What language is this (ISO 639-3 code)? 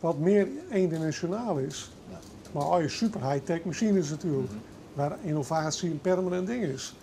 fry